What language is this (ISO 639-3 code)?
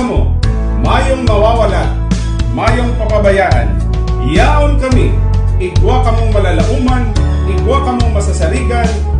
bik